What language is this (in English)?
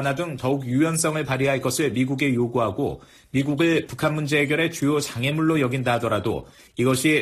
Korean